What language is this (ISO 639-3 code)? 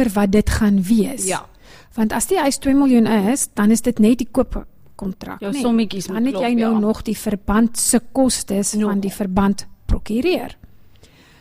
afr